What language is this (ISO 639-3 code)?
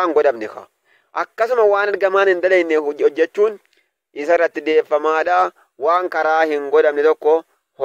orm